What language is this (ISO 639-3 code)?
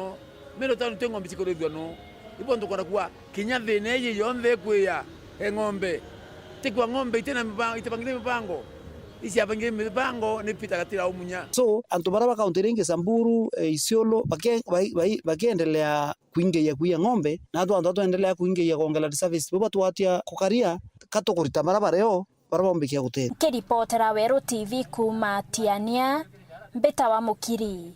mer